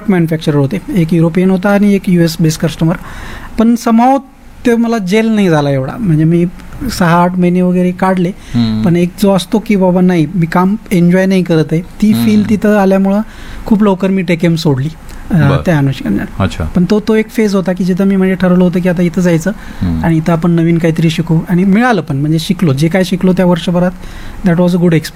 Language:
Marathi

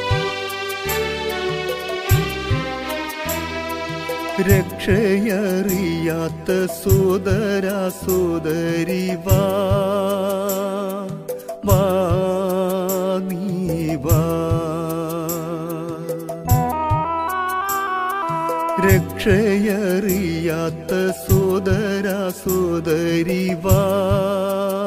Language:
Malayalam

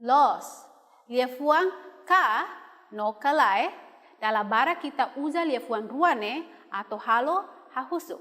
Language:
Tetum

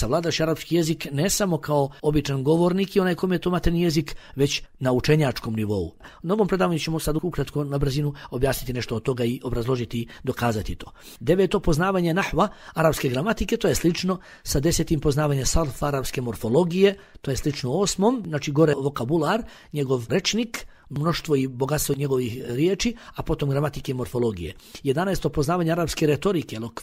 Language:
Bosnian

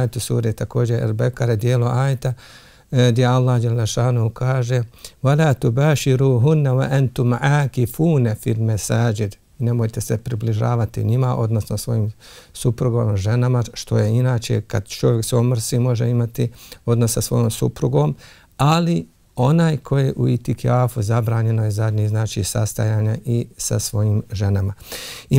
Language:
Bosnian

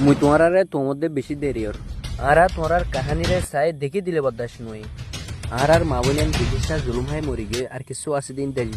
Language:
Rohingya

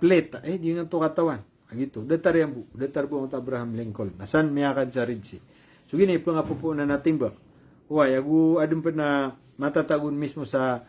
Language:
Maranao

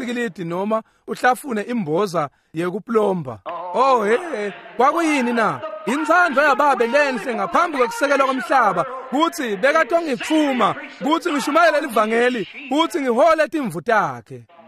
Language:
Swati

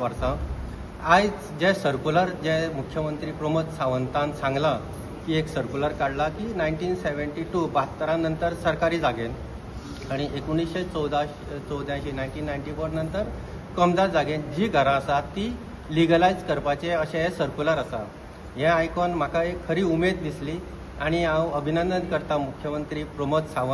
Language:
Konkani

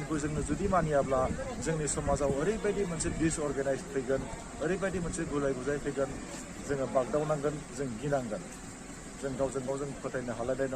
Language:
Bodo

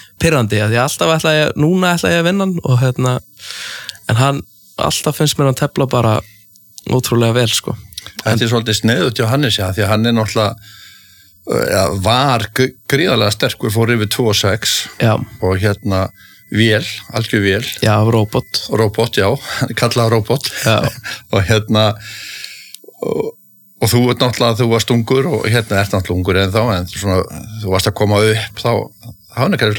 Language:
Icelandic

